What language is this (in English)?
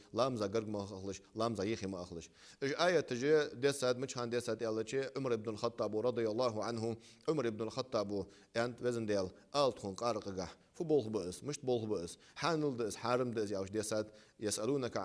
Ingush